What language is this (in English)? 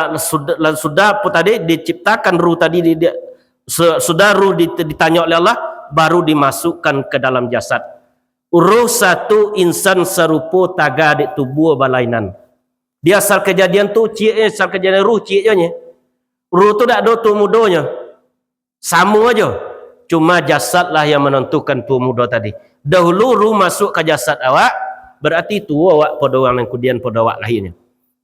Minangkabau